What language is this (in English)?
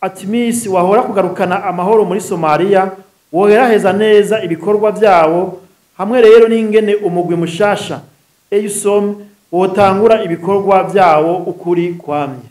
Rundi